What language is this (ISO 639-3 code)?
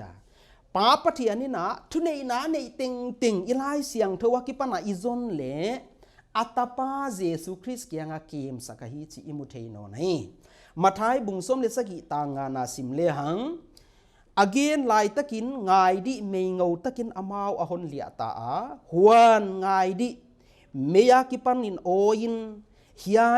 pck